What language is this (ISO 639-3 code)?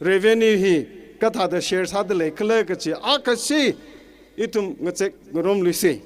nmf